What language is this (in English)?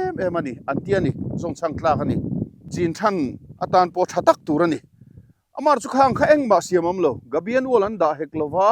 Mizo